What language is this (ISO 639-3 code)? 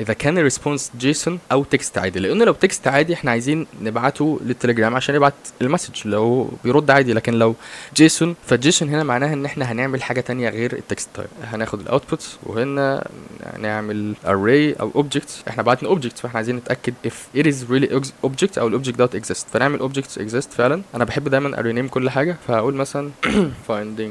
arz